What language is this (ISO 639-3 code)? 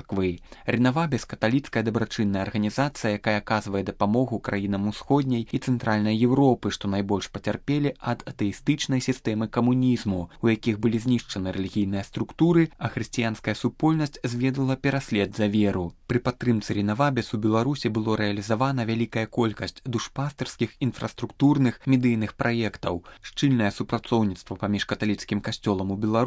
bel